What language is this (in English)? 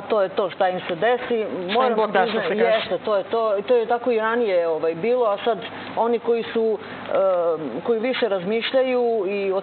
Serbian